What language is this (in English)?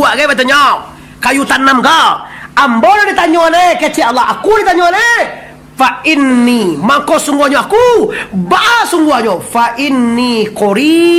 Minangkabau